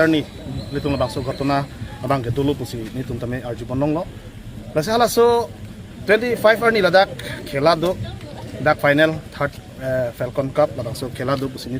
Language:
Karbi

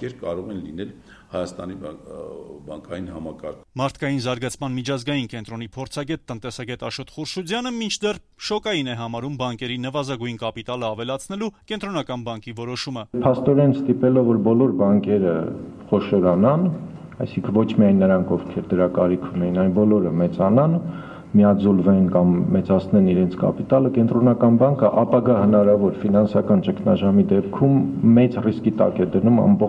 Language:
Armenian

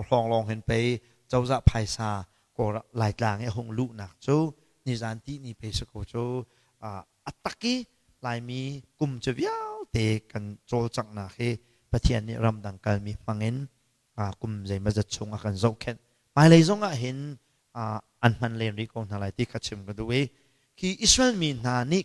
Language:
Hakha Chin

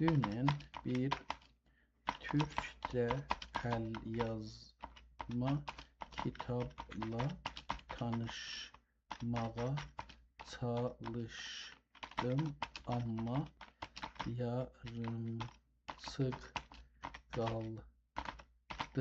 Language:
South Azerbaijani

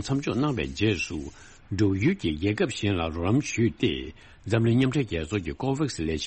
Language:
Tibetan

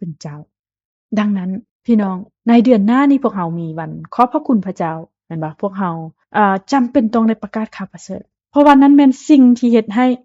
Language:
Lao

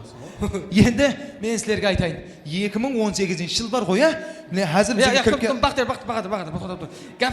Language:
Kara-Kalpak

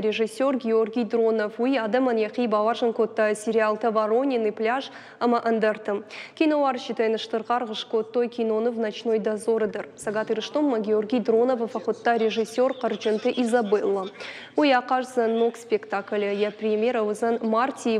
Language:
Ossetic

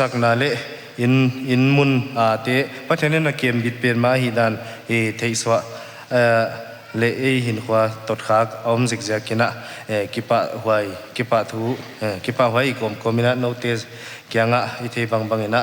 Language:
Paite Chin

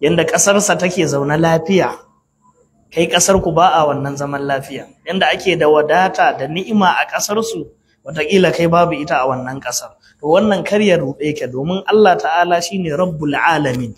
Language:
Hausa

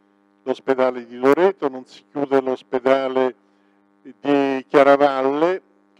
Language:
Italian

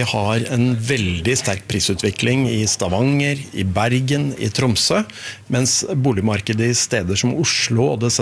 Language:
Norwegian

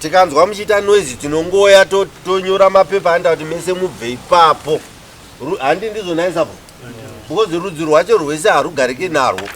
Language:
Shona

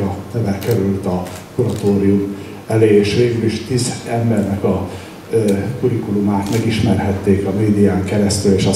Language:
Hungarian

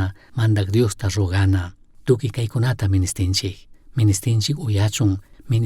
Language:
Chimborazo Highland Quichua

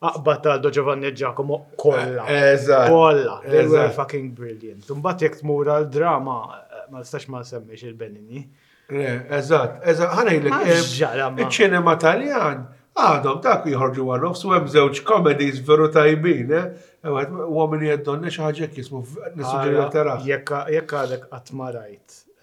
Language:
Maltese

